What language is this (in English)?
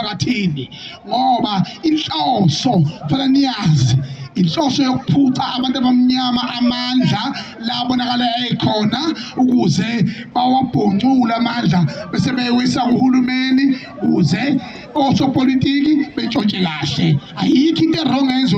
Zulu